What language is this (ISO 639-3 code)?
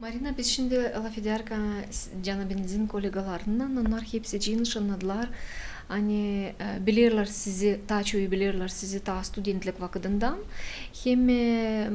gag